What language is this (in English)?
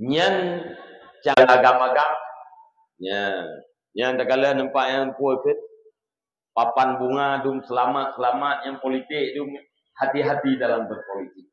Achinese